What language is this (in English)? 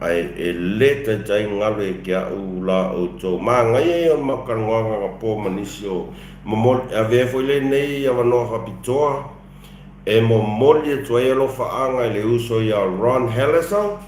Samoan